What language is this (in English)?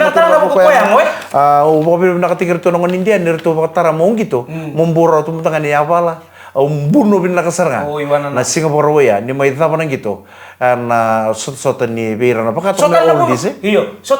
Fijian